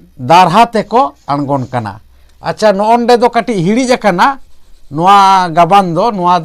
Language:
Santali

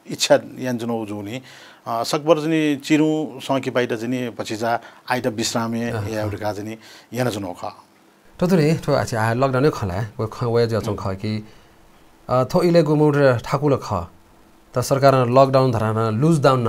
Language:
Newari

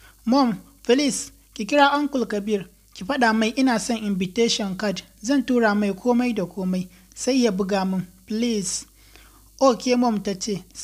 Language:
Hausa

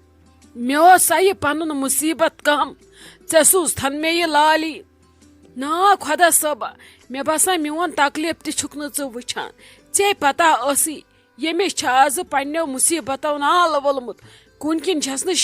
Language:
Kashmiri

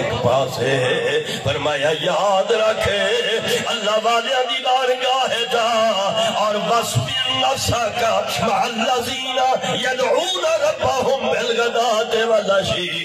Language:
Saraiki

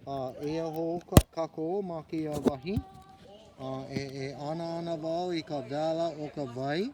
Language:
Hawaiian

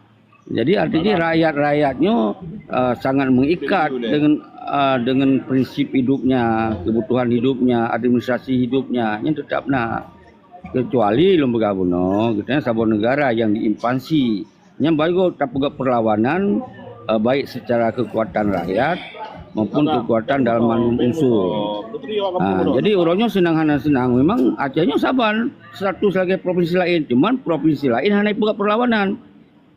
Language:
Achinese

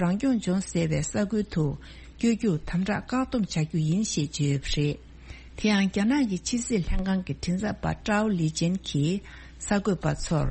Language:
Tibetan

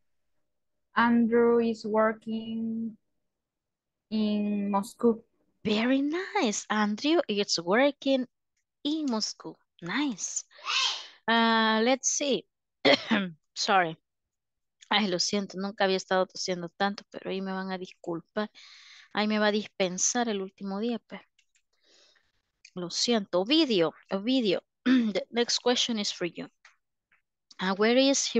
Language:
Spanish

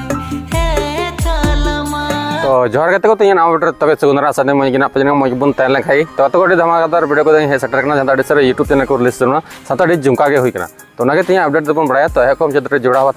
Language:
Santali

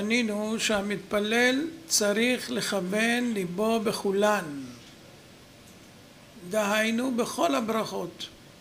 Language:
Hebrew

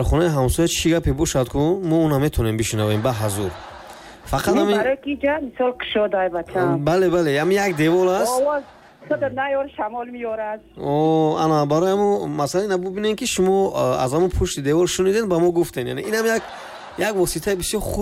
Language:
Tajik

